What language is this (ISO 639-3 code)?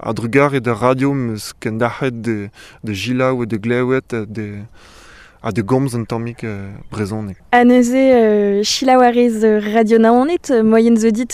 bre